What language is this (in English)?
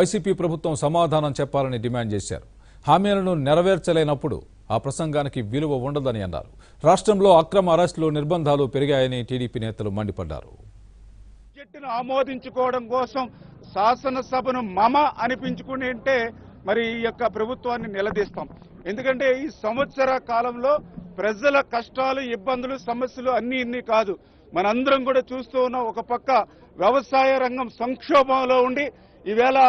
Telugu